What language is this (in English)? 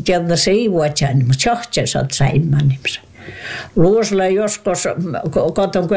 Finnish